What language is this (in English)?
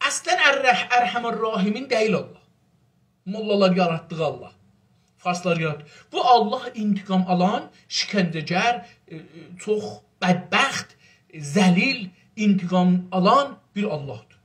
South Azerbaijani